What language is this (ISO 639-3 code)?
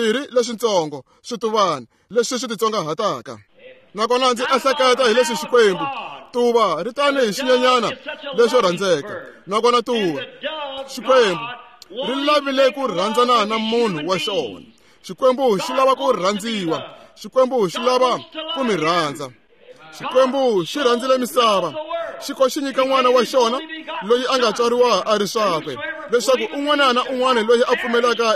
tso